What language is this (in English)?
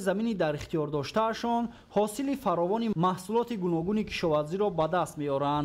Tajik